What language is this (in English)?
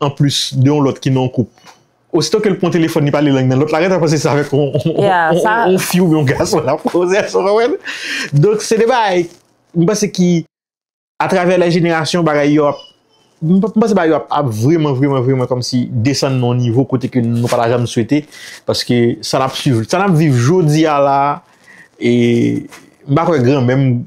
Haitian Creole